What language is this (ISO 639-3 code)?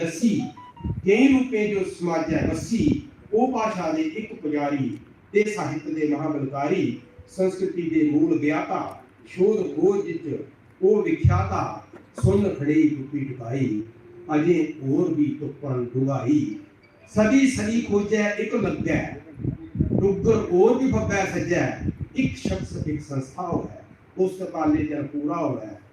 doi